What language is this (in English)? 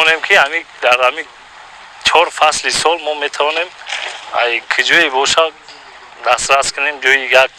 Tajik